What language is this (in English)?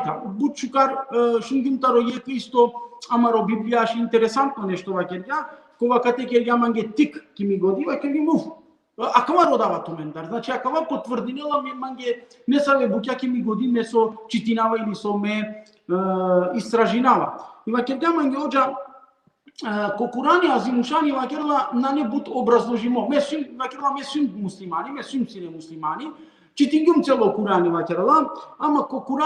Balkan Romani